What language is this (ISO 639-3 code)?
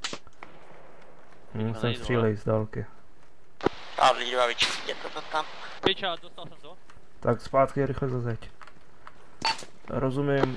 ces